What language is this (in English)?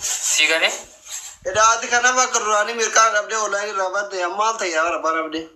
Oromo